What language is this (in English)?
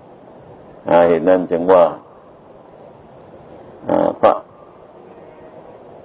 Thai